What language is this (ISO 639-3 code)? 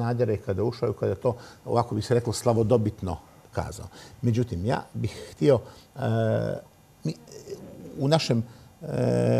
hrv